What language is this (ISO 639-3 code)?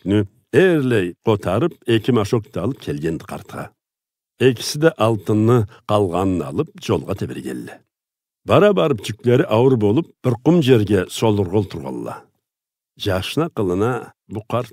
krc